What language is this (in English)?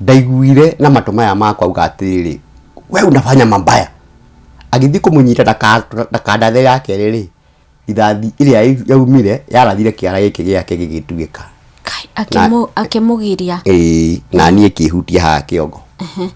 Kikuyu